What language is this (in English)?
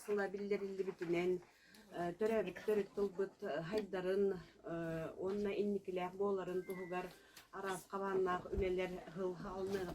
Yakut